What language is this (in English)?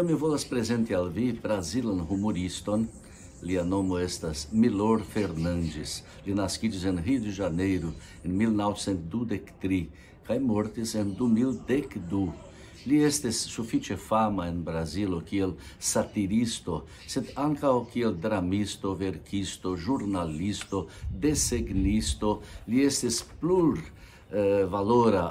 Esperanto